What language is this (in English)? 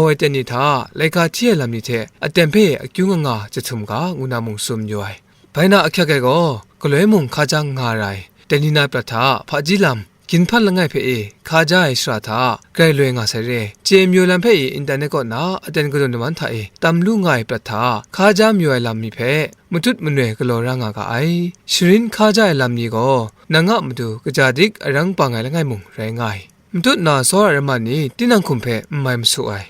Kachin